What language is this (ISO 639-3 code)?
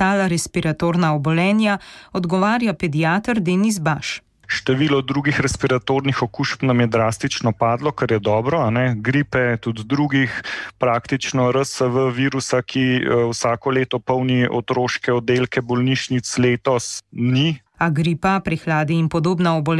slv